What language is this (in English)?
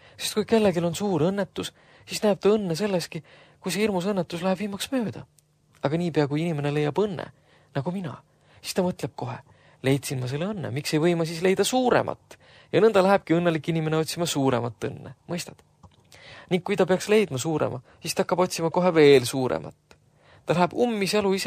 Estonian